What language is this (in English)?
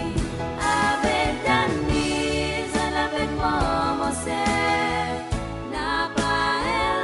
Seselwa Creole French